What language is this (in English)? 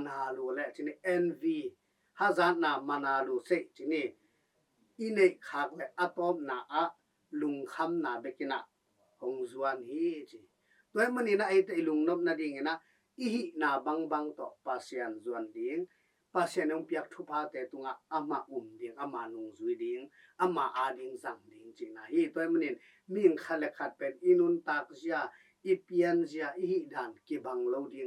Tedim Chin